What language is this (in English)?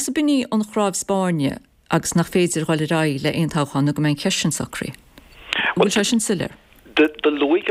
Irish